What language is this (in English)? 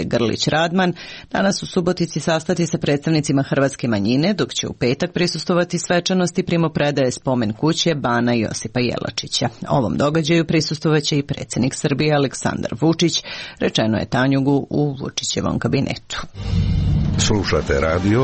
Serbian